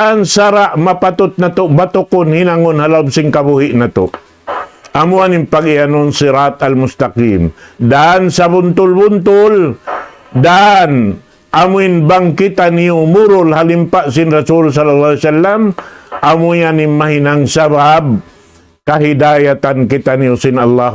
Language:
Tausug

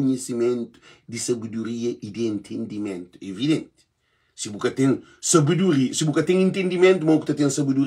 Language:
Kabuverdianu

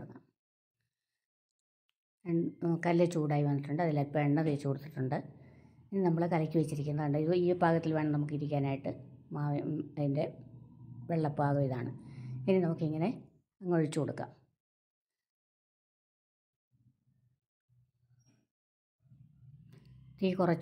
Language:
Malayalam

